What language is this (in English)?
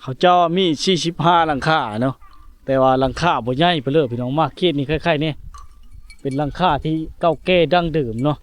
Lao